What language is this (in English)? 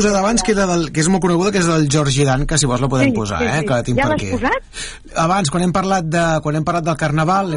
Catalan